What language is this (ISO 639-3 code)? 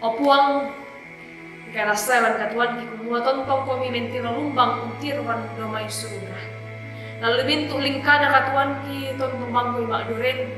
sda